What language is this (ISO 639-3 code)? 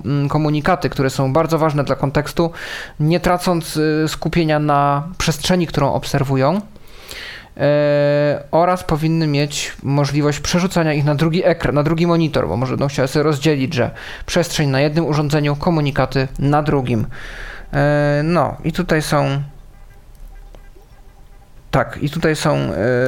pol